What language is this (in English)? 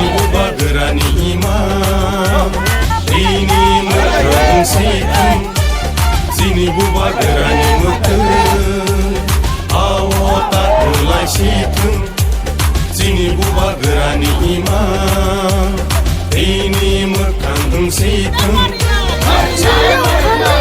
Kok Borok